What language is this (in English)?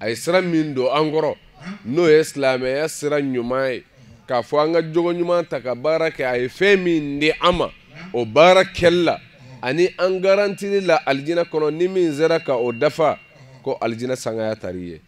Bambara